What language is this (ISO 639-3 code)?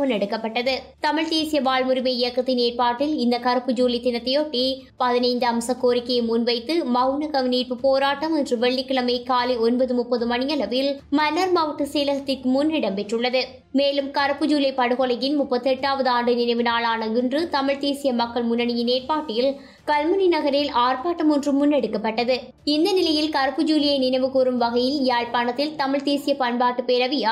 tam